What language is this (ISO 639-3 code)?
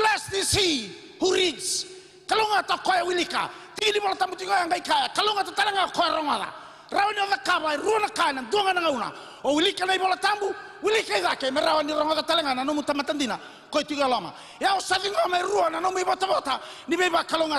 fij